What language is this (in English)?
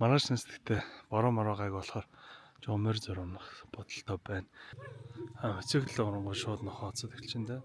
Mongolian